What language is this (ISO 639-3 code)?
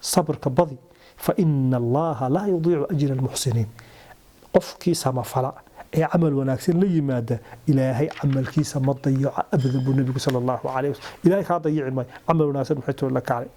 som